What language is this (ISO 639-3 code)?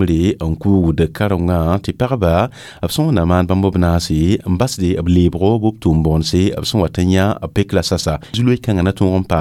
mos